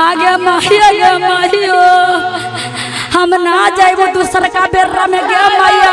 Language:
Magahi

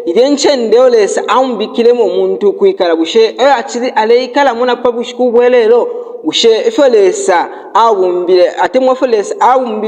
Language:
Bemba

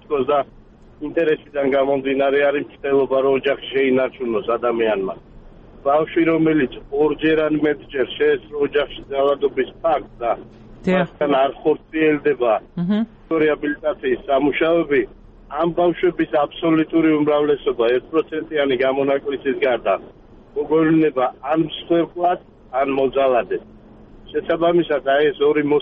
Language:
Georgian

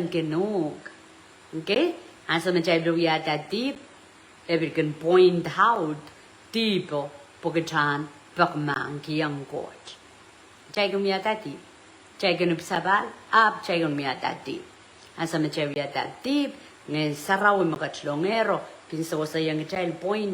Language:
Pohnpeian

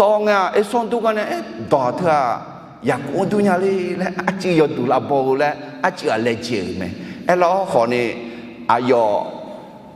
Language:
Akha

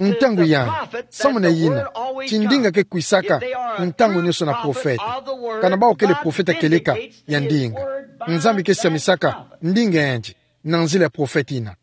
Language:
Kituba (Democratic Republic of Congo)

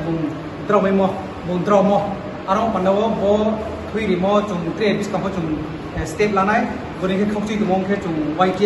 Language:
Riang (India)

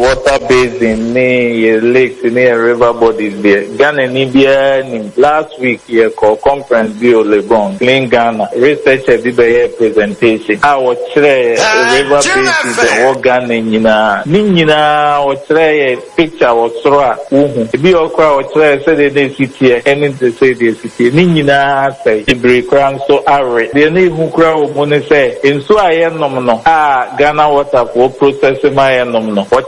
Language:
Akan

